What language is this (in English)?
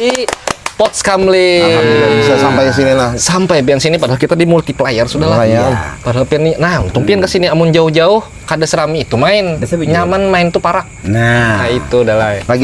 Banjar